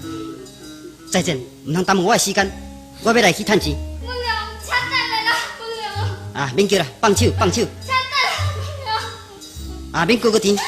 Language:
Min Nan Chinese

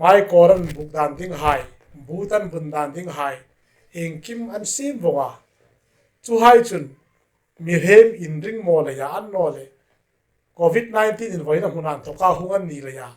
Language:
Hmar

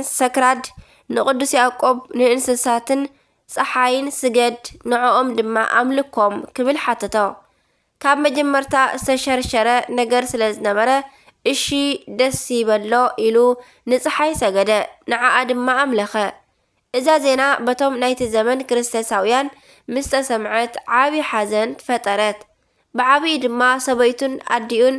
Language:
Tigrinya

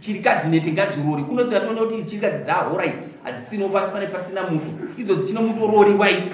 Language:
Shona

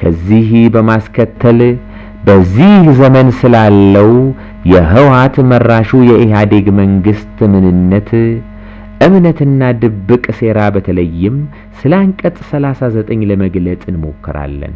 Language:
Amharic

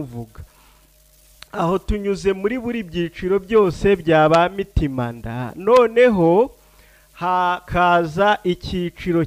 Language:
Kinyarwanda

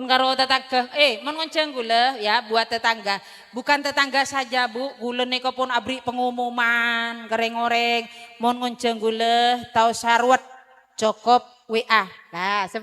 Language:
Madurese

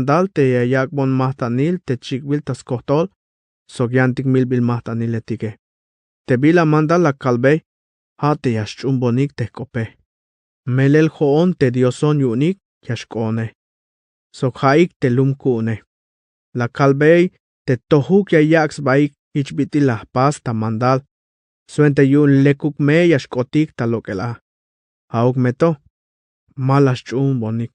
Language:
Tzeltal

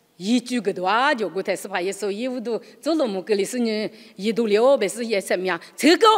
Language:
Lisu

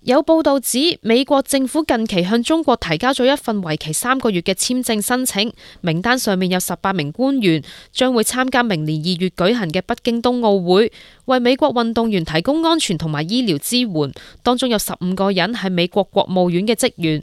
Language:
Cantonese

